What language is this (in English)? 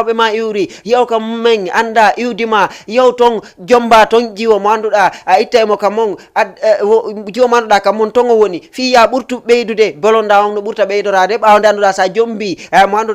Fula